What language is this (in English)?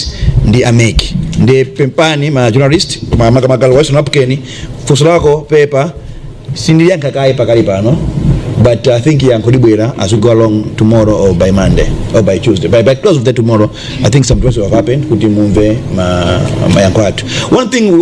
Nyanja